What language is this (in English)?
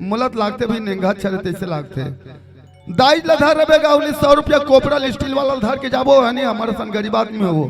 Chhattisgarhi